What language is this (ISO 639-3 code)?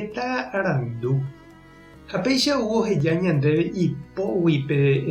grn